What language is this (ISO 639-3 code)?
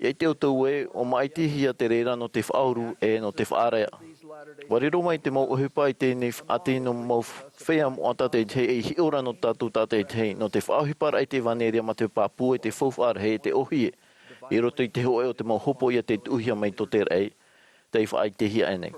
tah